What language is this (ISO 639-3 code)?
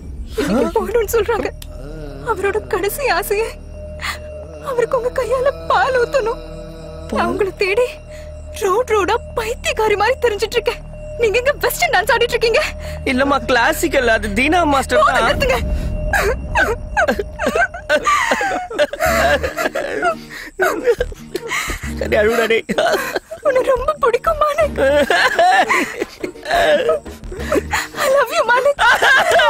tam